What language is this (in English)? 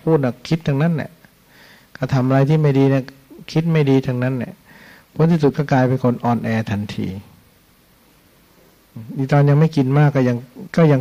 Thai